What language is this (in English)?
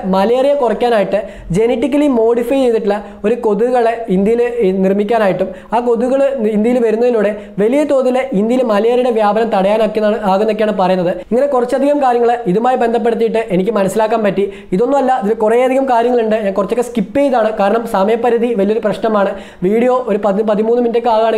Malayalam